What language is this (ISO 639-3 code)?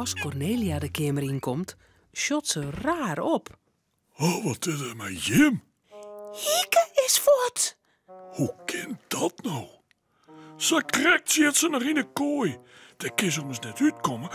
fry